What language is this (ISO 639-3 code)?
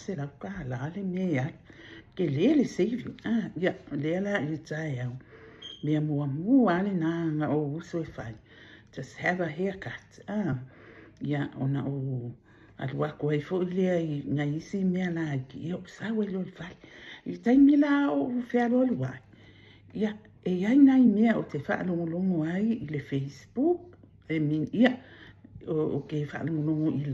smo